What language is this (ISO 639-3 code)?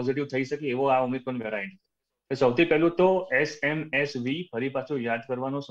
guj